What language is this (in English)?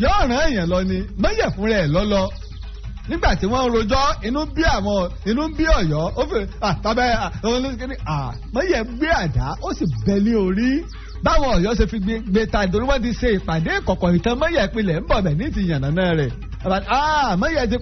Yoruba